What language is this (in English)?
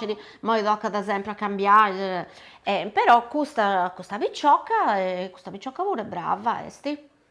Sardinian